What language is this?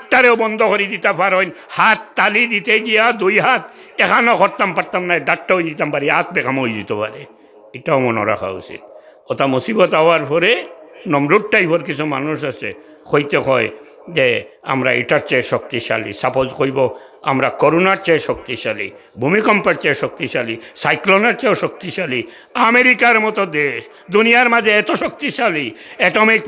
Sylheti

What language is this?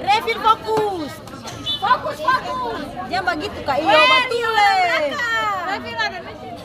Ambonese Malay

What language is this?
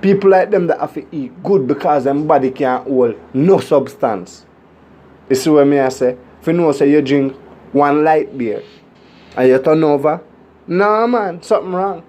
Jamaican Creole English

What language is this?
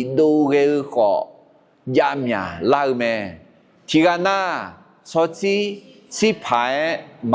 Akha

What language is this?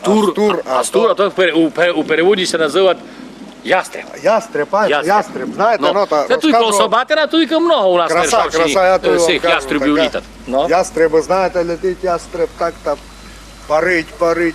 Rusyn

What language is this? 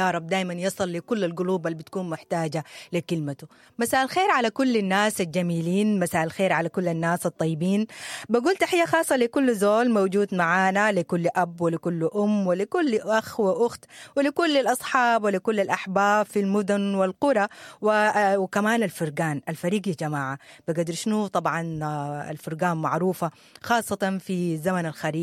Sudanese Arabic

